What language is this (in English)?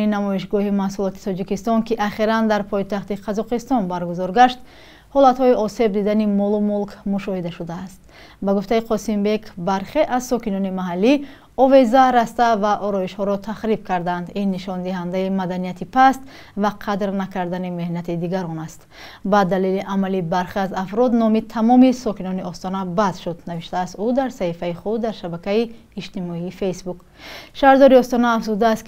Tajik